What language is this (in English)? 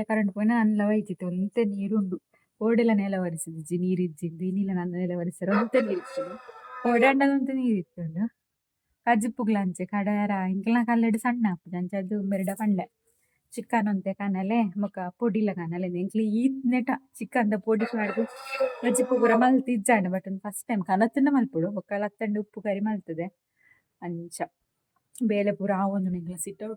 Tulu